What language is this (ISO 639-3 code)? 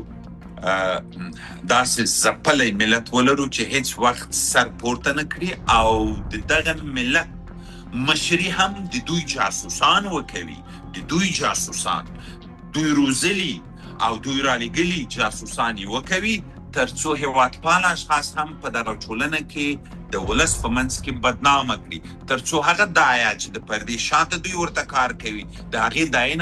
pus